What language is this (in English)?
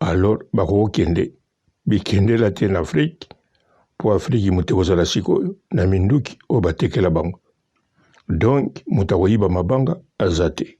Lingala